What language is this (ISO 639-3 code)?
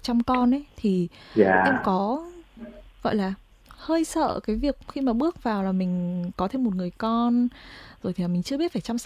vie